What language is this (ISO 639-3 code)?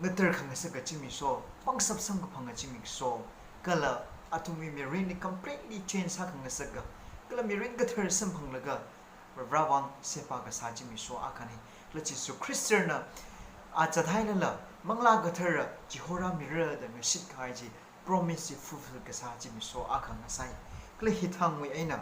nmf